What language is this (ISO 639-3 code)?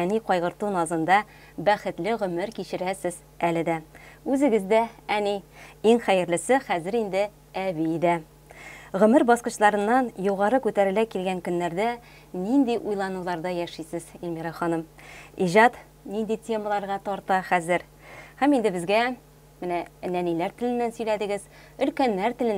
tat